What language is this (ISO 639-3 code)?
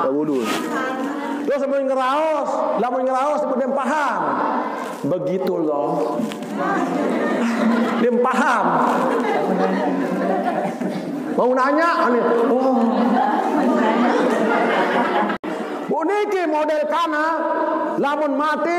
sas